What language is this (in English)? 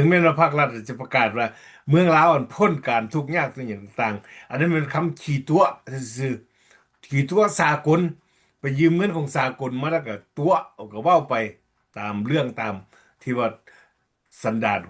Lao